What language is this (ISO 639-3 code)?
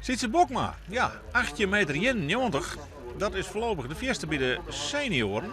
fry